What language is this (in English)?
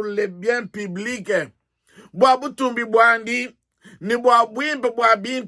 Luba-Lulua